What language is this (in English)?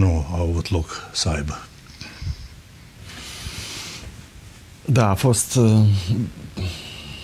Romanian